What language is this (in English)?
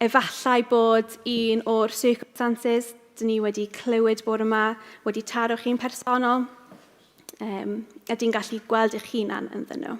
Welsh